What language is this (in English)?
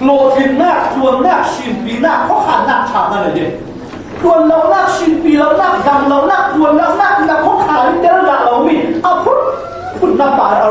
Falam Chin